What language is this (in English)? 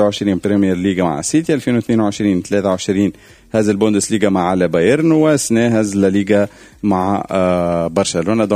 Tunisian Arabic